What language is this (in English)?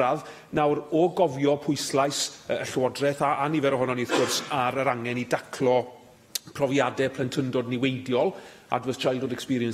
Welsh